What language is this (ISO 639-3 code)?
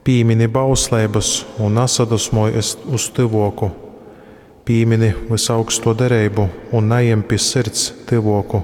ltg